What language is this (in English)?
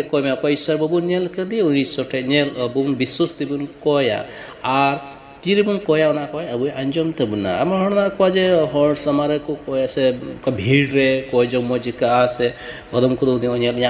Santali